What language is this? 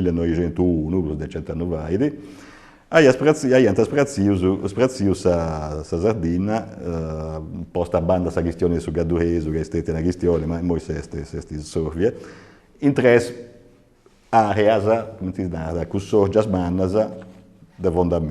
Sardinian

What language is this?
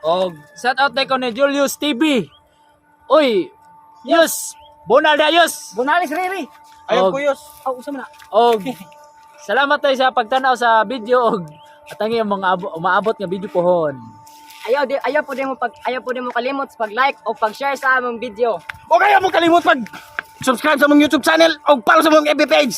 Cebuano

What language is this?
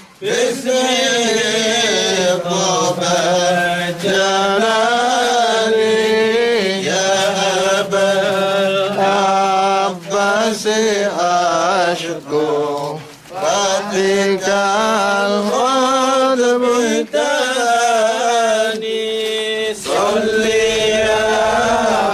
Arabic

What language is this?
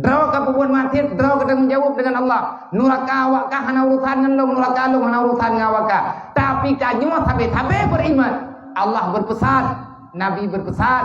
Achinese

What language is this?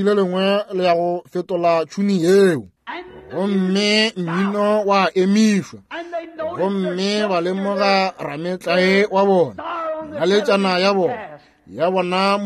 Northern Sotho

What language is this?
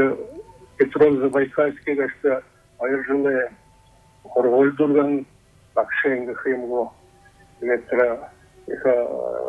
Buriat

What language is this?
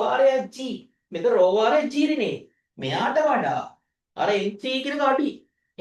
Sinhala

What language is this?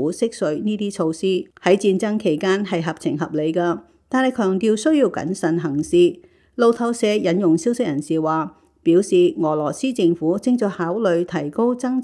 Cantonese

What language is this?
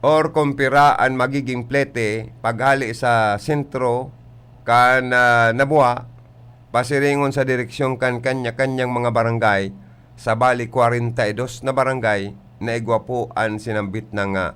Bikol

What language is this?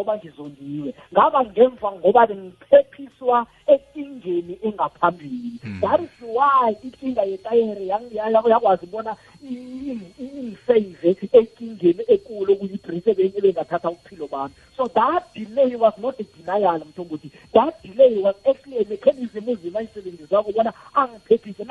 South Ndebele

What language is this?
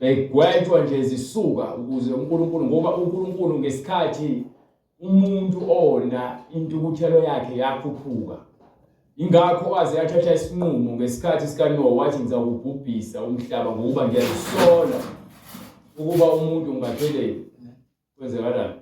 Zulu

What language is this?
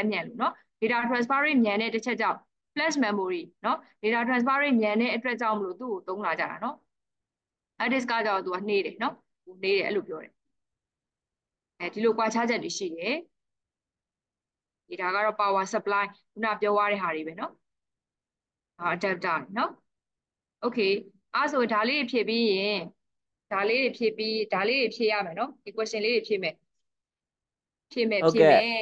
Burmese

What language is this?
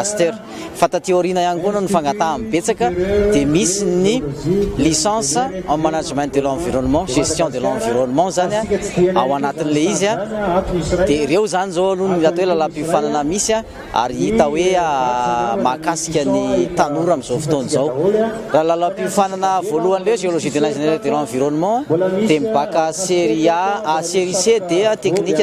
Malagasy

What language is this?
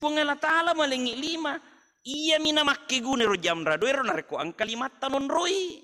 Buginese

